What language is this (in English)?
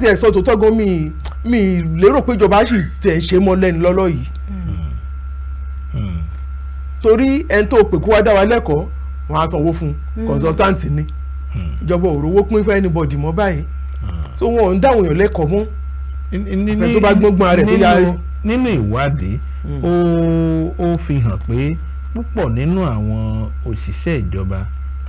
Yoruba